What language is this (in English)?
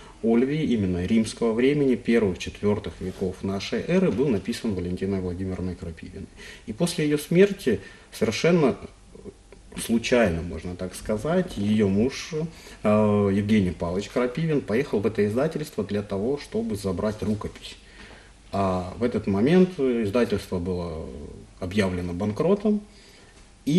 Russian